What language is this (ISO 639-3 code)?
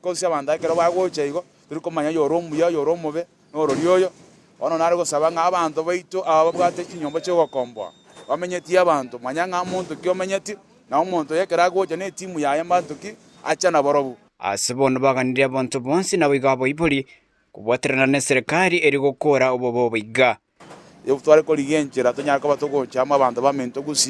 guz